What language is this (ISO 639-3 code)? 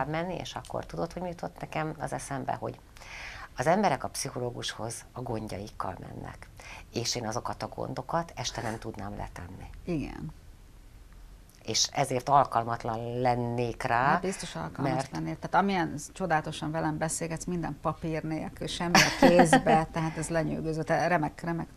hun